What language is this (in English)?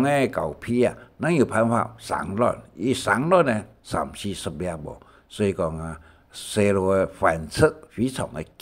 Hakka Chinese